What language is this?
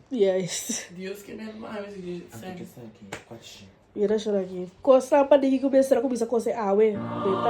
Papiamento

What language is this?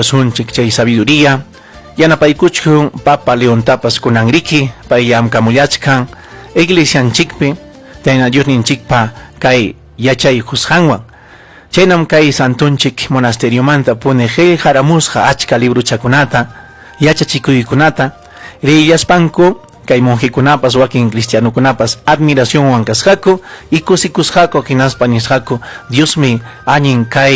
Ayacucho Quechua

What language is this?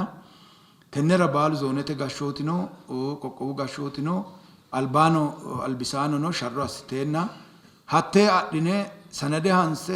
Sidamo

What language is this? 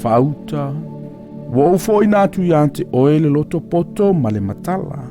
Samoan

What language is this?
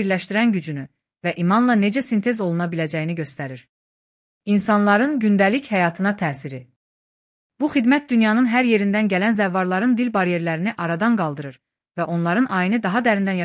Azerbaijani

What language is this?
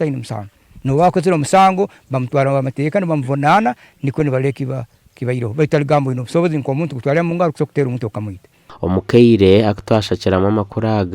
Nyankole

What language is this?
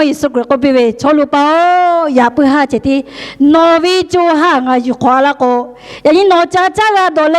Lahu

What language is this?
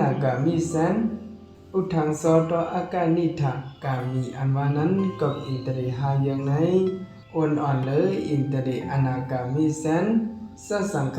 Shan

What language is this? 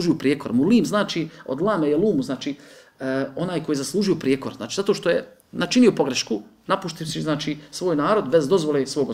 Bosnian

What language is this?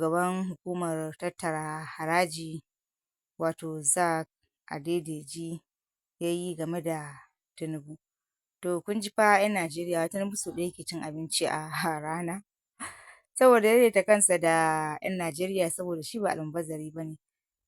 Hausa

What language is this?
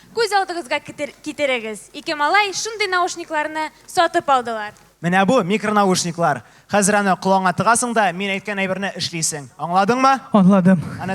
Tatar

